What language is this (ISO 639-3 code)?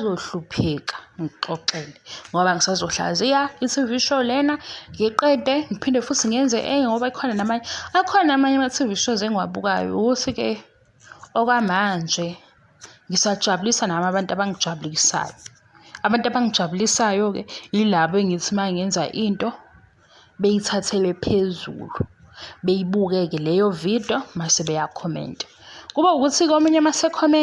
zul